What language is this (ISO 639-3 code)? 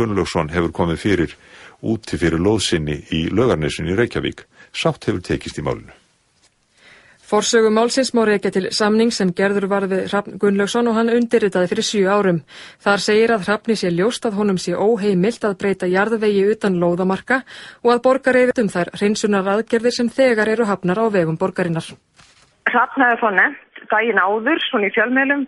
isl